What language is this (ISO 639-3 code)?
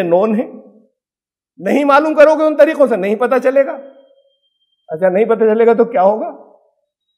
urd